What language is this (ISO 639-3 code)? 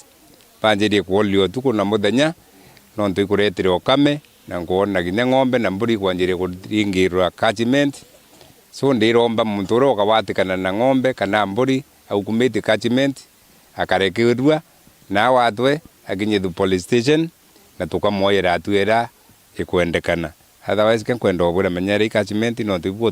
mer